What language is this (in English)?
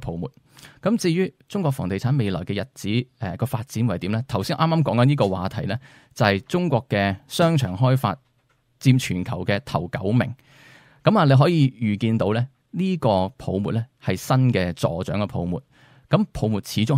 Cantonese